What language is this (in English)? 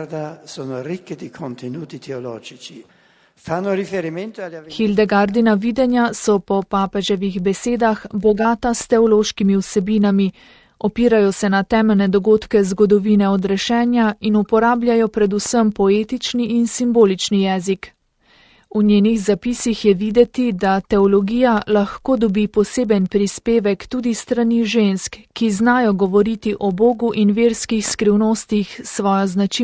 Slovenian